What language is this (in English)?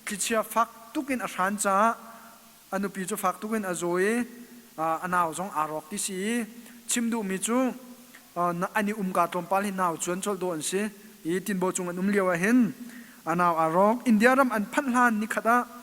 Hakha Chin